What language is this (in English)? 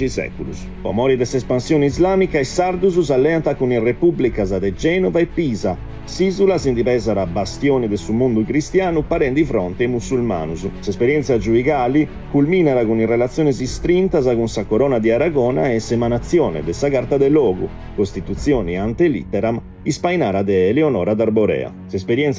Sardinian